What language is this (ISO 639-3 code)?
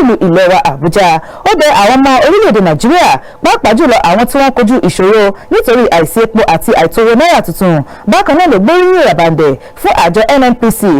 yor